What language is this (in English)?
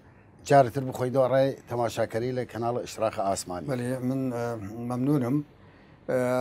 Southern Kurdish